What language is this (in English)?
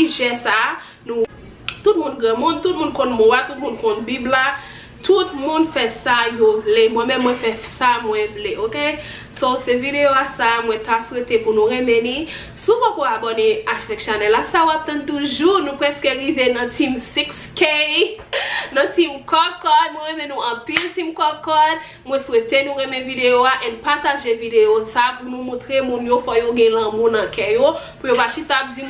Haitian Creole